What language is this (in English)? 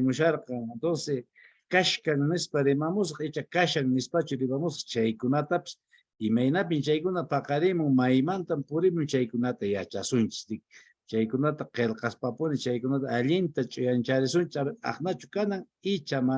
Quechua